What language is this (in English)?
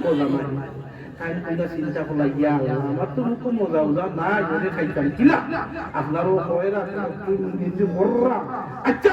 Sylheti